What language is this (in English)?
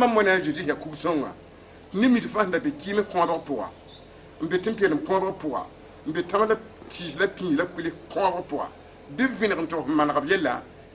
Mossi